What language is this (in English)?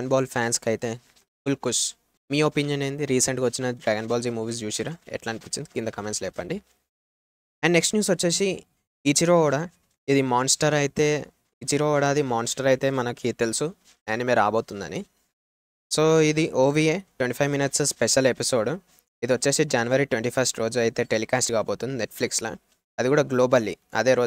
Telugu